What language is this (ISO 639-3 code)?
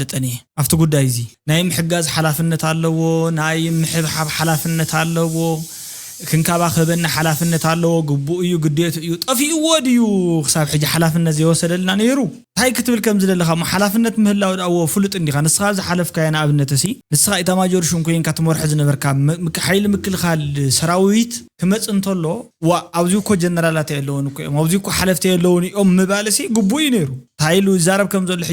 tir